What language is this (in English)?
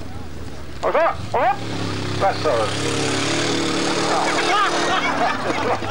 Icelandic